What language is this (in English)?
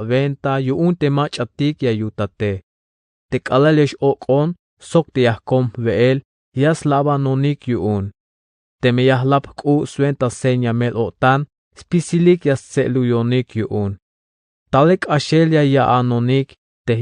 Tzeltal